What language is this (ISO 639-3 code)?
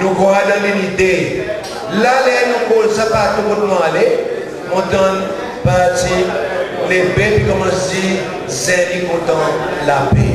crs